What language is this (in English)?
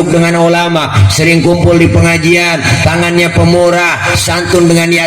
Betawi